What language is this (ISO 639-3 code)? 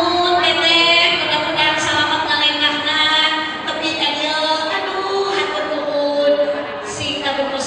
sun